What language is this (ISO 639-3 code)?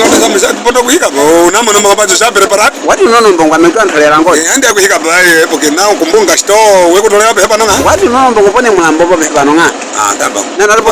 nyk